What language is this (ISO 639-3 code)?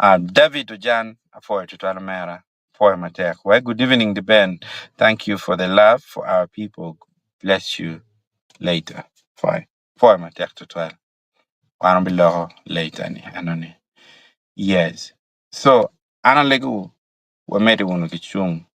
ach